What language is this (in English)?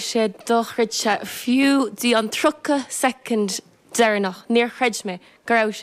Irish